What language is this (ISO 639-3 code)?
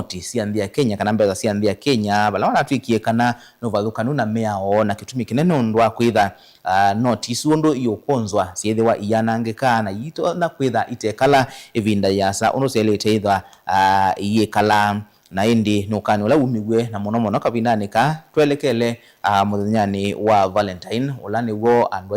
kam